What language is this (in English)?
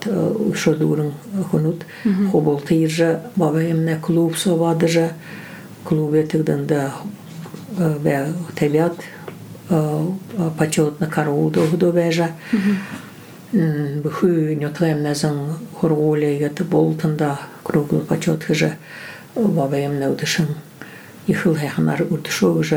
Buriat